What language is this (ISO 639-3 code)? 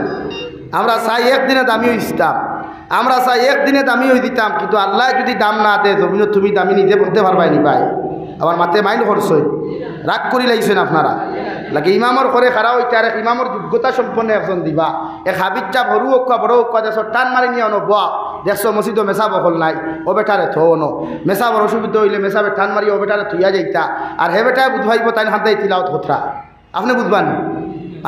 syl